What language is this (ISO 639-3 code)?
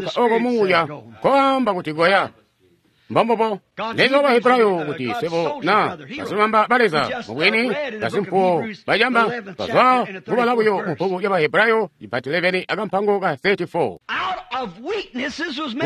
toi